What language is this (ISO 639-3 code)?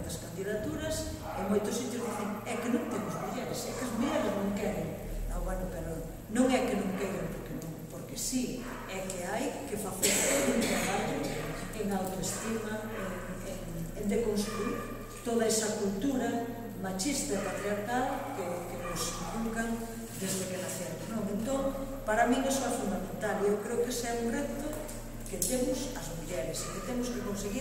glg